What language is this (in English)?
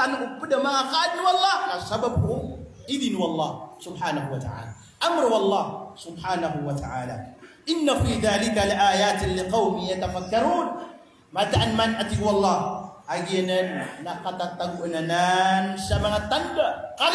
Maranao